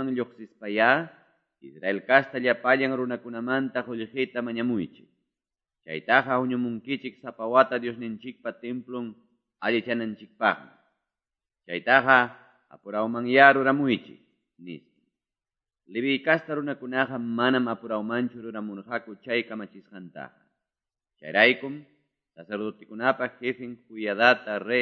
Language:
Quechua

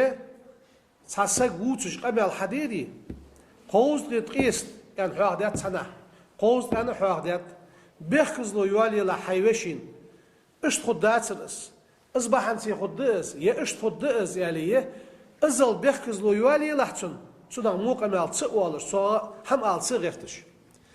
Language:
Ingush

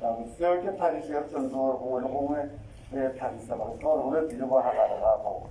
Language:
Tswana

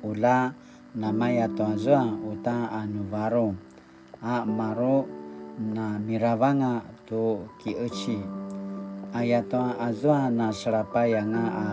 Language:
Paiwan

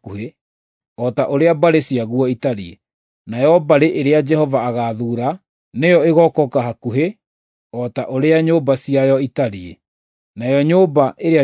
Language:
Kikuyu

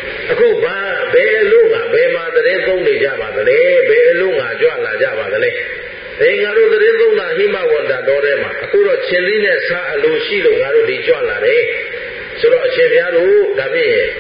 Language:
Burmese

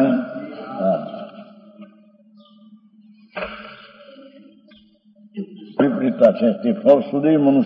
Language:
Gujarati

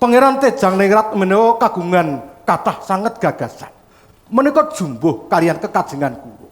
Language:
Javanese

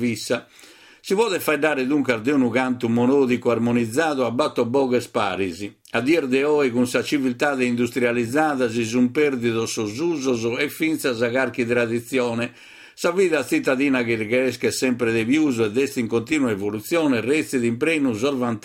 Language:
Sardinian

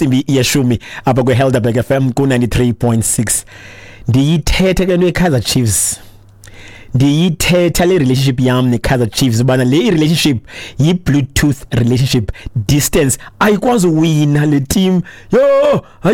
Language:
Xhosa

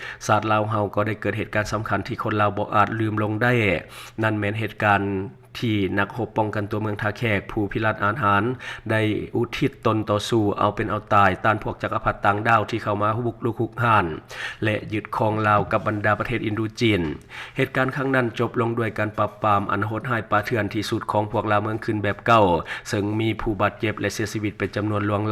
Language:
Lao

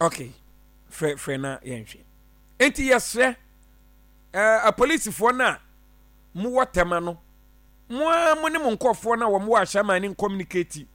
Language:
Akan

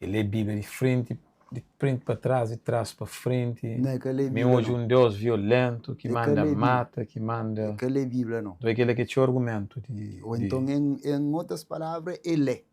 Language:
Kabuverdianu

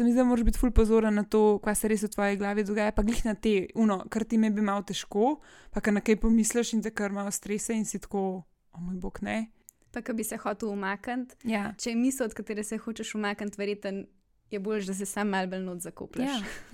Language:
Slovenian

